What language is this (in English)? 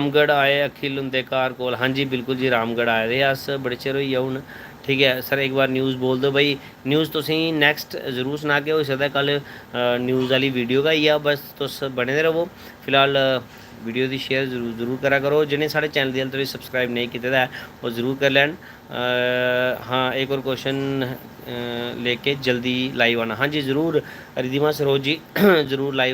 Dogri